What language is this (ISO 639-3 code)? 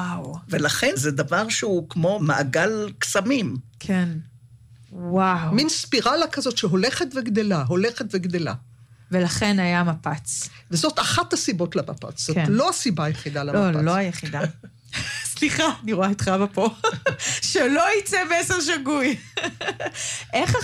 heb